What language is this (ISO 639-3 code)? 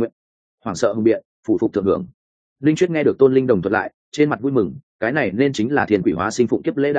vie